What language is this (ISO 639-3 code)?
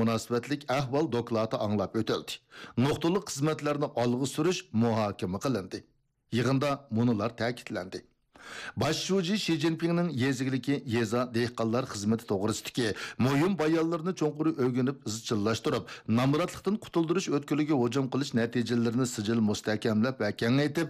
uig